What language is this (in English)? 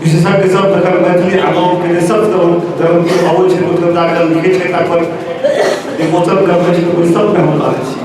Maithili